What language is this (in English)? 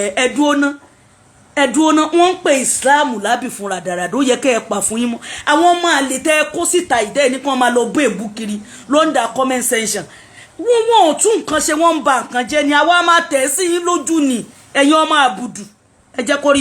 Yoruba